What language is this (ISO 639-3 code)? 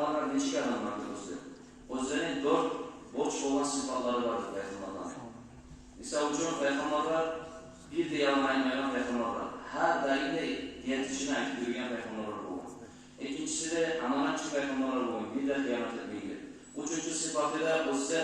kum